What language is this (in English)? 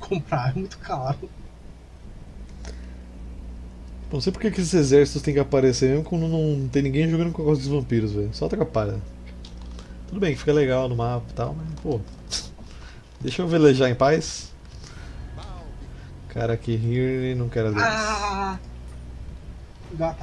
Portuguese